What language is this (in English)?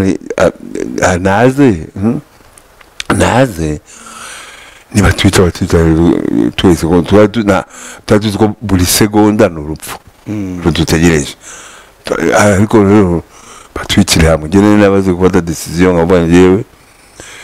Kinyarwanda